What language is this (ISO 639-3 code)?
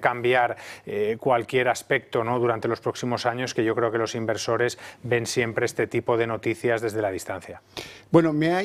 spa